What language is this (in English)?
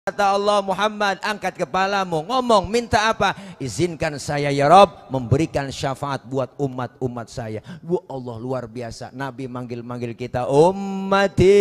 Betawi